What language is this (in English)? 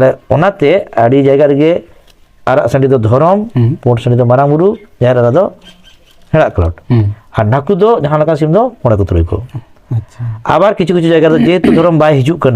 Santali